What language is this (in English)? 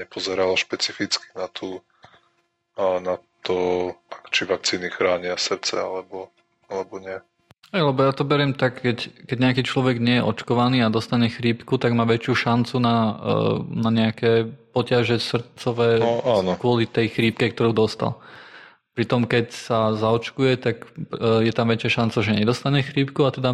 Slovak